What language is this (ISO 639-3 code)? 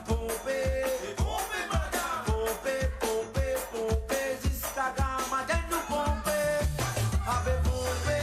mfe